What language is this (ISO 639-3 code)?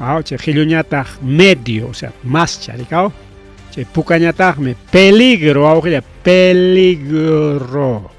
quy